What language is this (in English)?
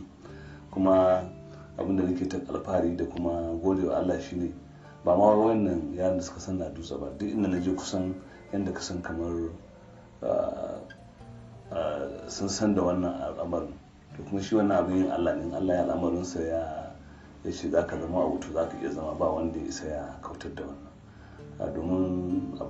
Hausa